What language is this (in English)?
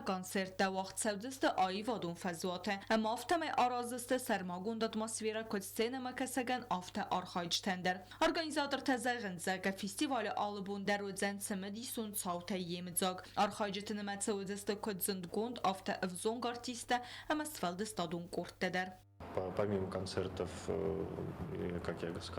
Ossetic